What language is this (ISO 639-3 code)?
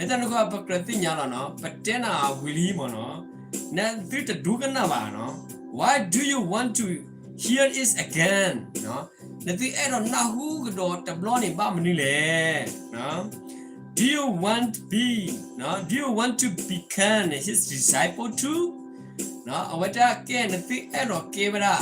ksw